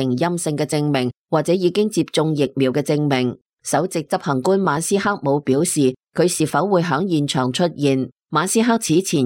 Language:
Cantonese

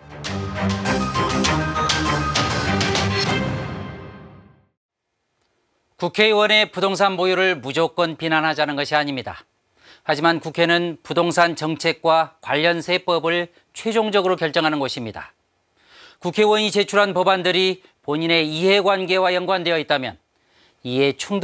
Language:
Korean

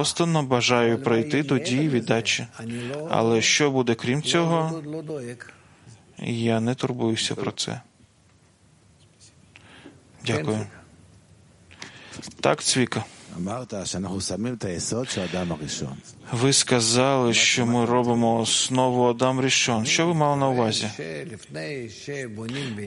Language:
Ukrainian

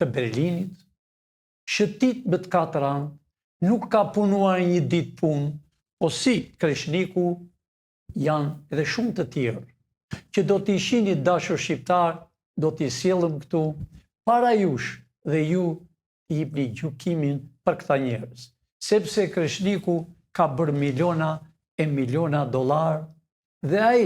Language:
Albanian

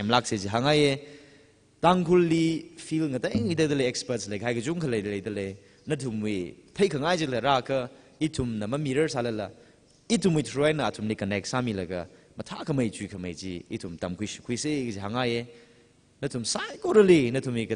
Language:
Tangkhul Naga (India)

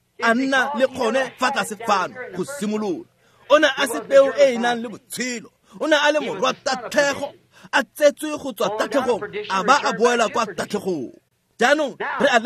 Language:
Tswana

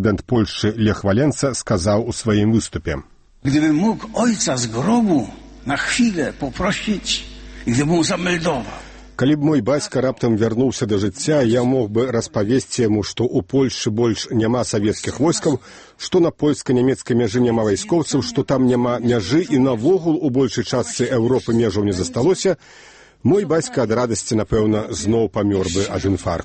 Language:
Belarusian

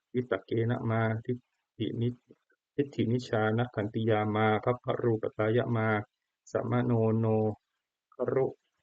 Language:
Pali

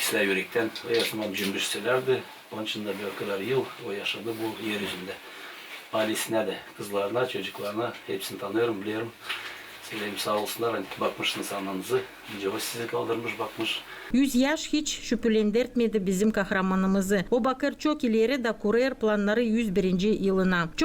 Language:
Gagauz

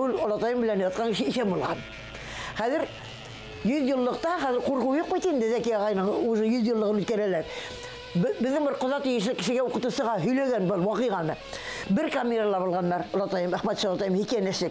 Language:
Bashkir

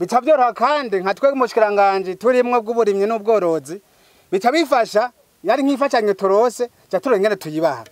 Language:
Rundi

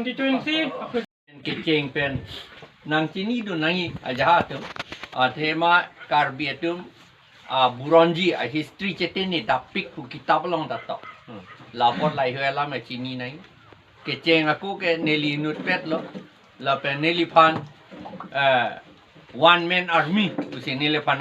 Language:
Karbi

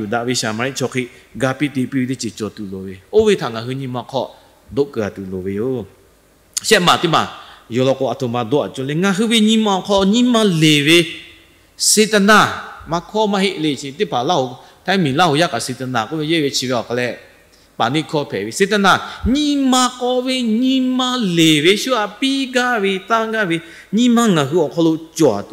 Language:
Lahu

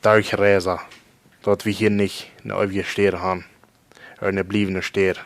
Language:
Plautdietsch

